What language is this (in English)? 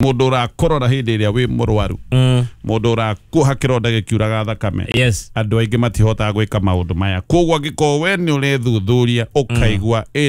Kikuyu